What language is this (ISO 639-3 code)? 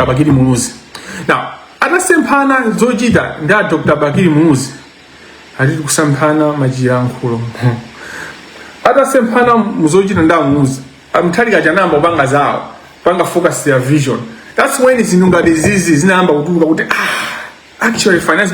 nya